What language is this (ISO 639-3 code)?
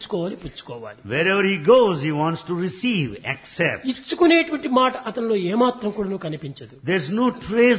tel